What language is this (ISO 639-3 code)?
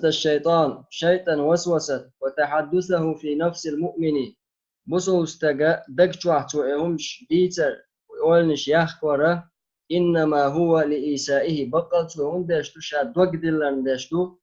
che